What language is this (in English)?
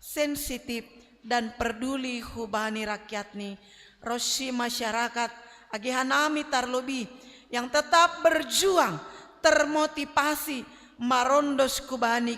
Batak Simalungun